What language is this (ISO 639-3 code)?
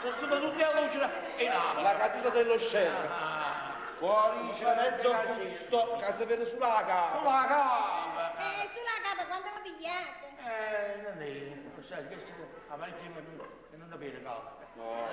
nap